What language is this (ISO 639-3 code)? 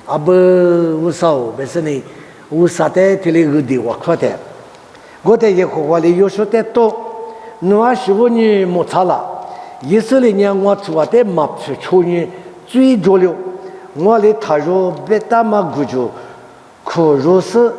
lis